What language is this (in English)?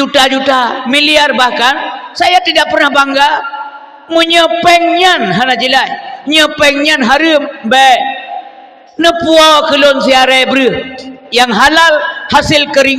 Achinese